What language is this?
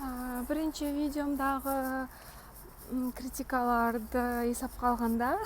Kara-Kalpak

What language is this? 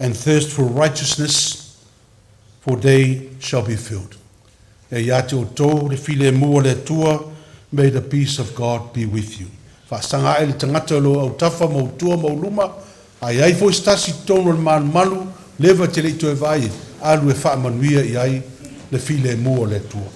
Samoan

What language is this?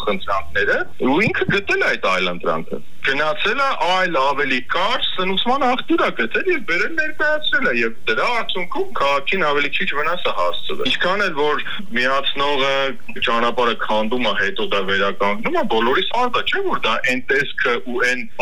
Armenian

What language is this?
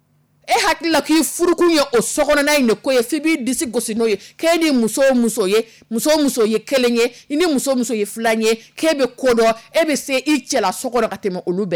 Dyula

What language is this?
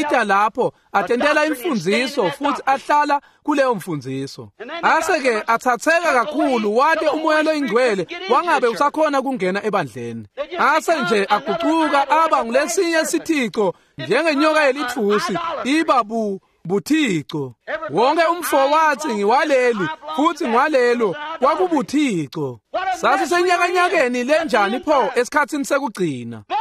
Swati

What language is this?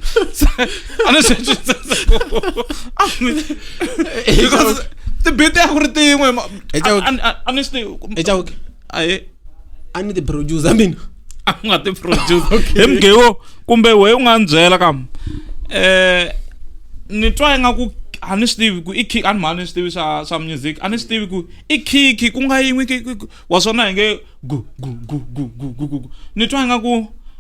Tsonga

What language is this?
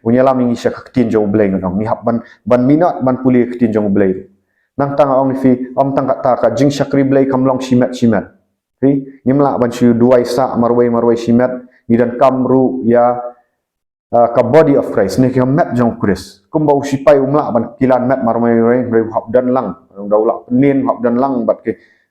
Khasi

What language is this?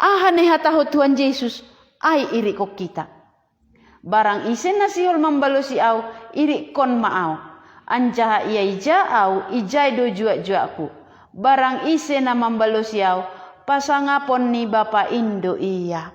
Batak Simalungun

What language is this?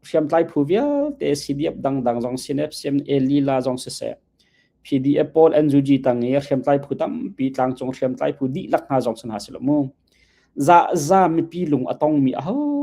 Hakha Chin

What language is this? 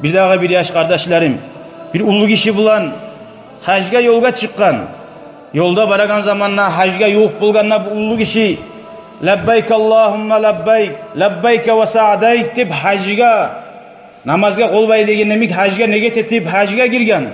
Kumyk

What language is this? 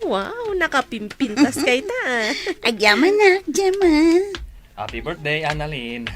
Iloko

